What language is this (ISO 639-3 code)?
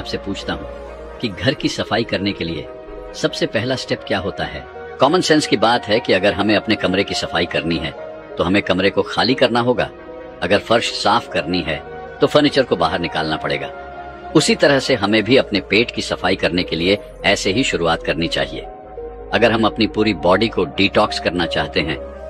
hin